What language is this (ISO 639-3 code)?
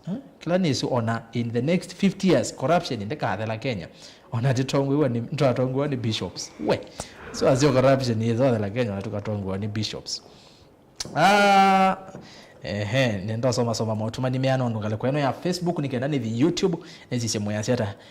kam